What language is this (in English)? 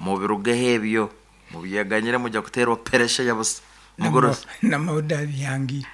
Nyankole